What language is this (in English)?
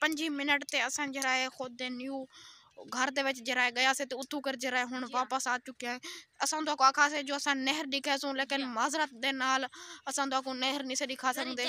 Saraiki